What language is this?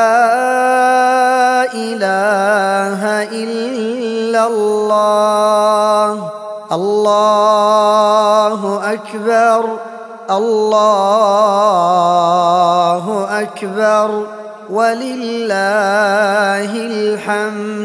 Arabic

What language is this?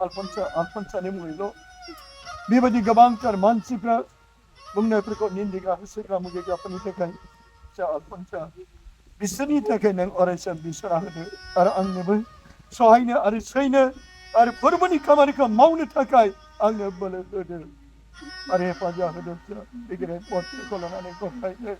Bodo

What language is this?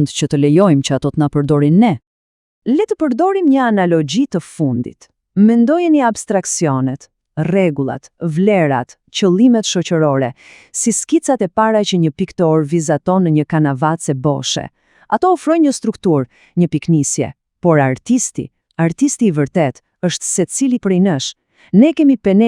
Albanian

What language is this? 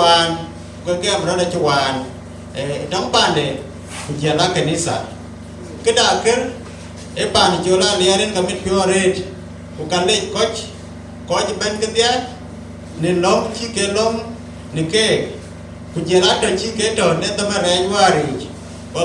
Dinka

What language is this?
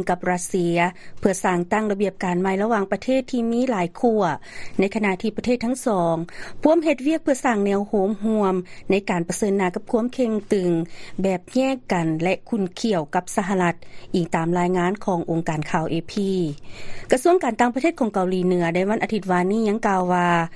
Lao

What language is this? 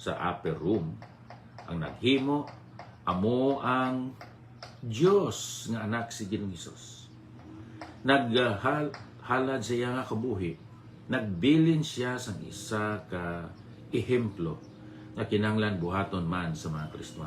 Hiligaynon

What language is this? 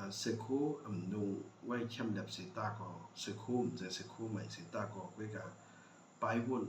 Shan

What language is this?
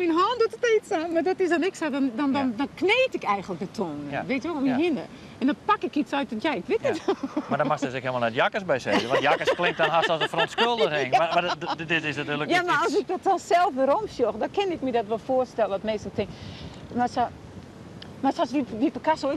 Western Frisian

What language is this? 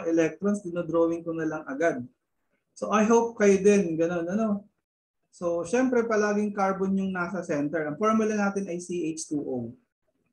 Filipino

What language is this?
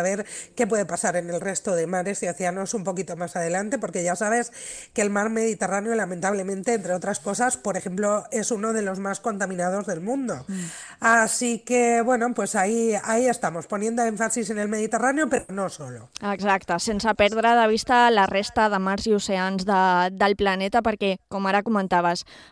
Catalan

